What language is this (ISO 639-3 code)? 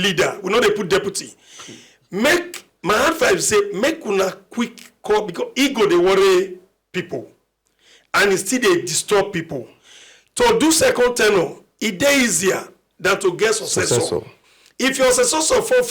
pcm